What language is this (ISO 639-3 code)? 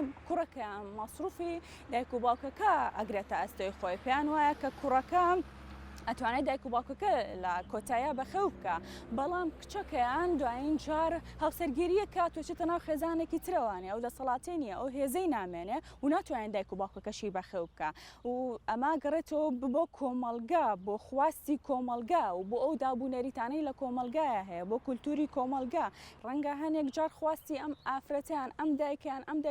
ckb